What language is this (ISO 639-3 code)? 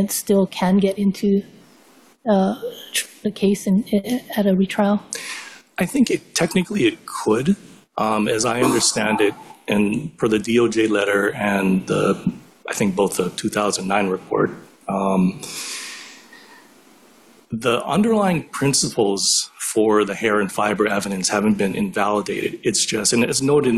eng